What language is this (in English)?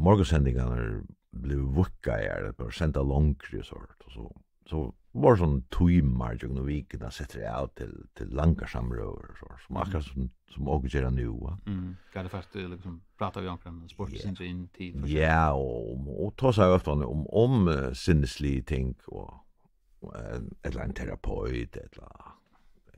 Faroese